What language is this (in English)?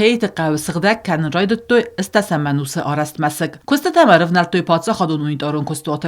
Ossetic